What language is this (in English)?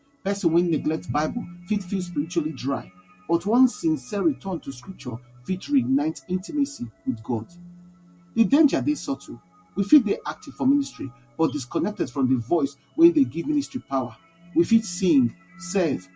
Nigerian Pidgin